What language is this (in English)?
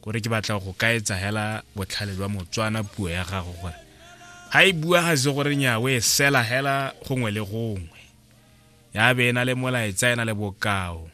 Tswana